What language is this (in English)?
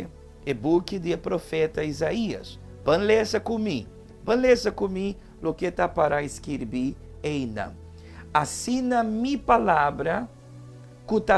Papiamento